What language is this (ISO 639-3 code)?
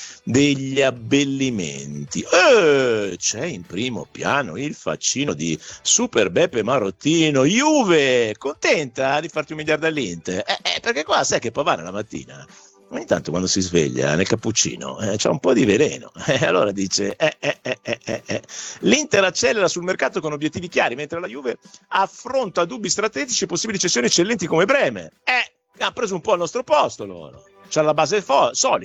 ita